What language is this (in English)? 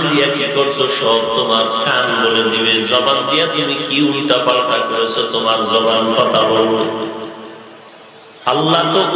Bangla